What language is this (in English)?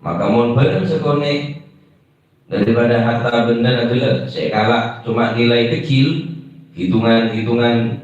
Madurese